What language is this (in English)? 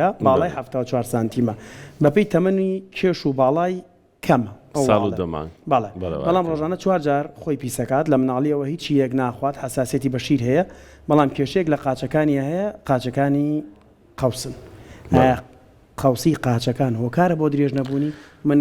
Central Kurdish